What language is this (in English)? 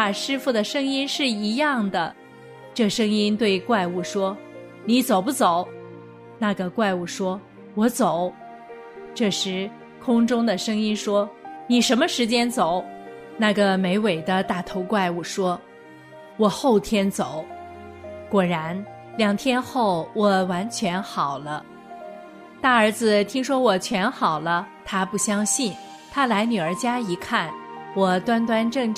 Chinese